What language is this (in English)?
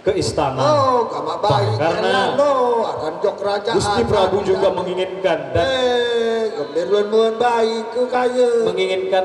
Sasak